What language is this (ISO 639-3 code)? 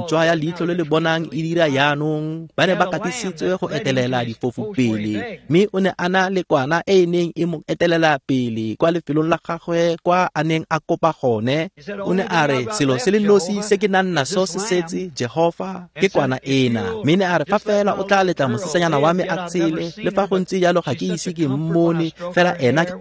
tsn